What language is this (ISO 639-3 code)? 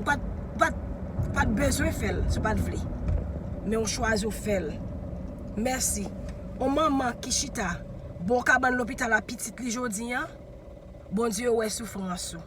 hat